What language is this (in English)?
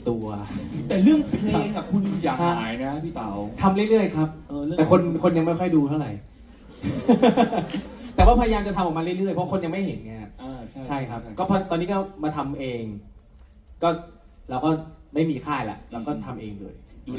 Thai